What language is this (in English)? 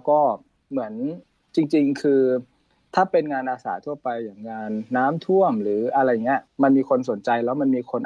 Thai